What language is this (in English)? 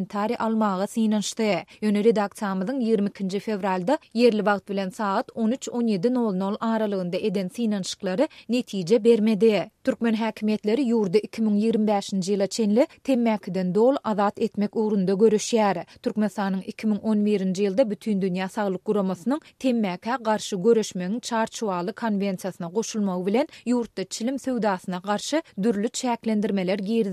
Turkmen